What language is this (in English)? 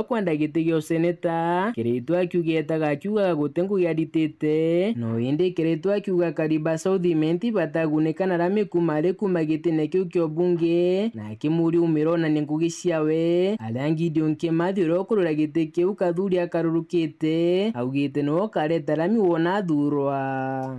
Meru